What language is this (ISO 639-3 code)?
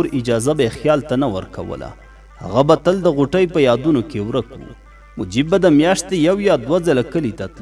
pus